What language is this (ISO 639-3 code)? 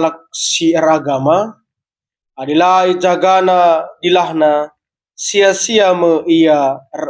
btx